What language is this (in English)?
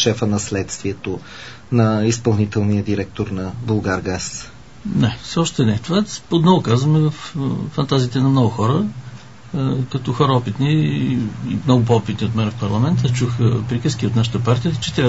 Bulgarian